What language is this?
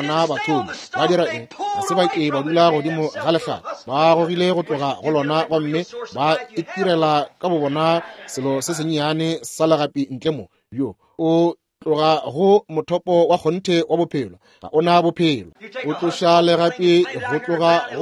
Northern Sotho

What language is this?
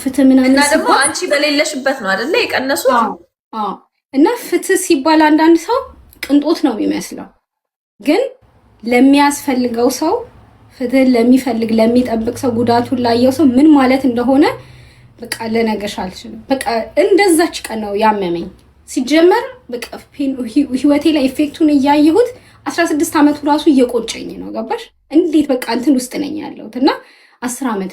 Amharic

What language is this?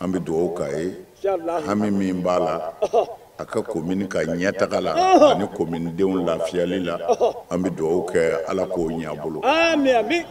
Bambara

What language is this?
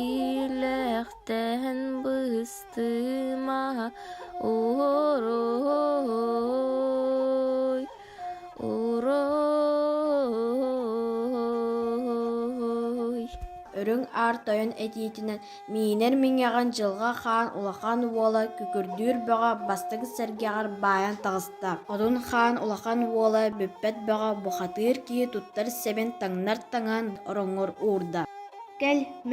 Yakut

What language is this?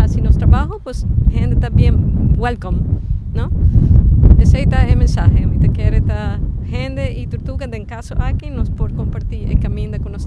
Papiamento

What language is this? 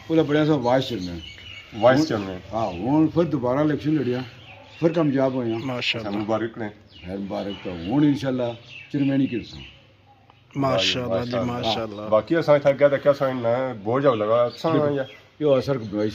Pahari-Potwari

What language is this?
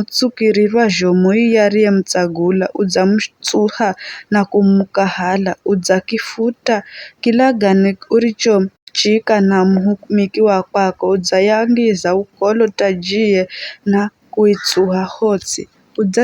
Giryama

